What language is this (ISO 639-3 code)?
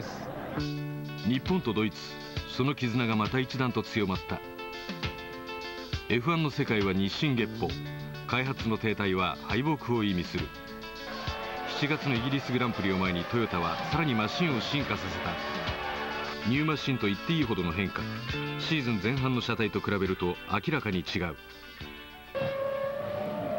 jpn